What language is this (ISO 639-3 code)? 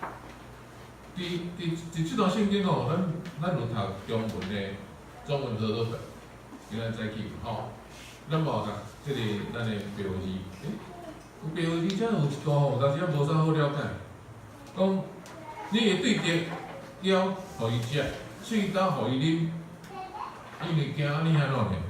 nan